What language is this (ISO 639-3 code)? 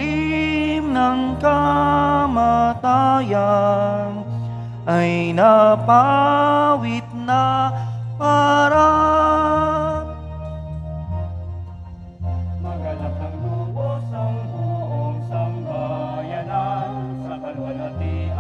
fil